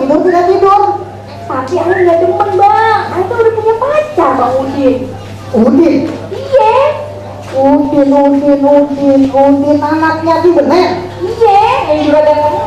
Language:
Betawi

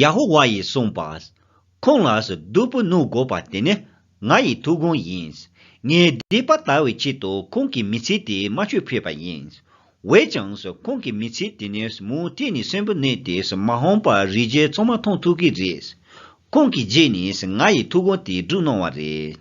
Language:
Tibetan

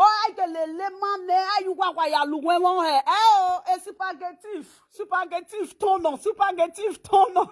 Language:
Nigerian Pidgin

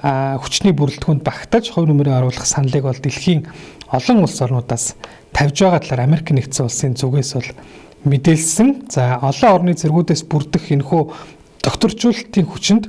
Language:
Mongolian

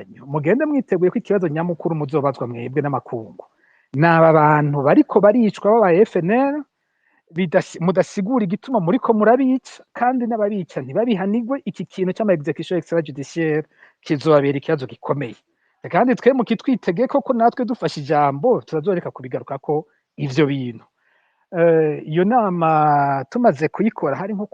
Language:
Rundi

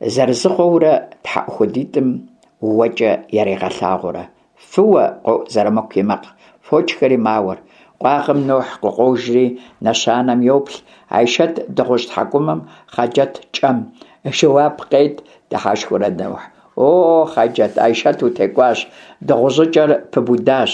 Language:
Kabardian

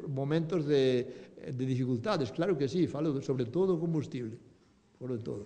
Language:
Galician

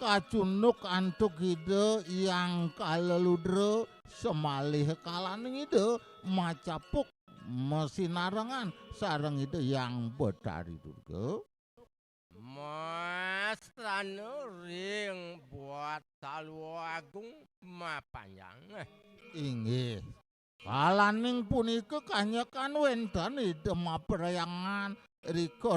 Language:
Balinese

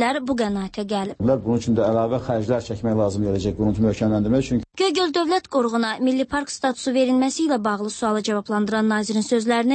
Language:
Azerbaijani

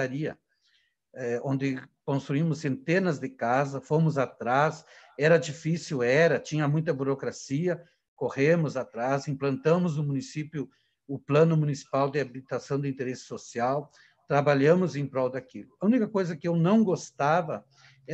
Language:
Portuguese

